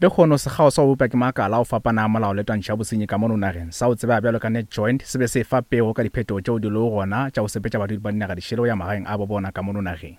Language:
Northern Sotho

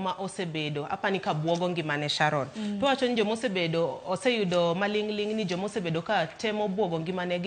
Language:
Luo (Kenya and Tanzania)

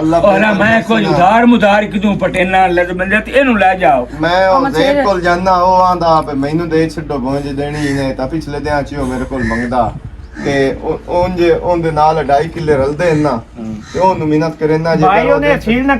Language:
Western Panjabi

